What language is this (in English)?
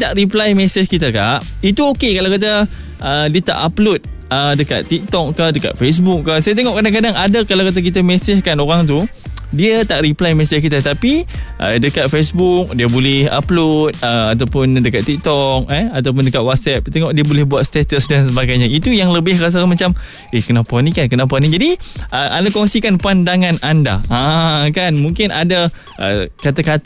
Malay